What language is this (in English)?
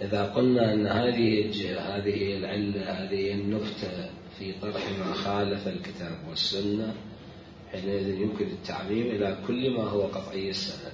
Mesopotamian Arabic